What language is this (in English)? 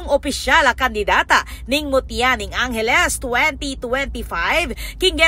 Pampanga